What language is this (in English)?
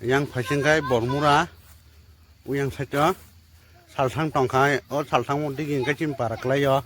Kok Borok